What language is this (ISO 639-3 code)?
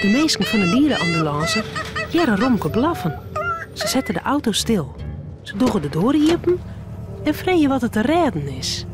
fry